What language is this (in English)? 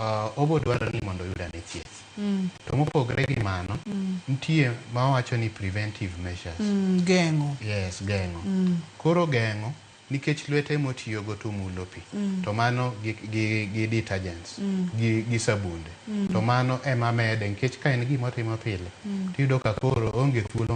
Luo (Kenya and Tanzania)